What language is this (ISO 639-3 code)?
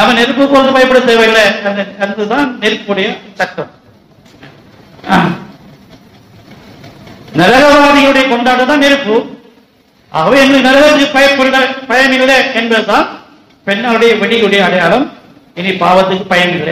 tam